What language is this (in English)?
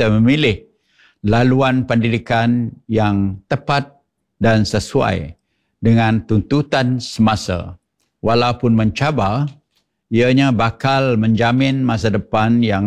Malay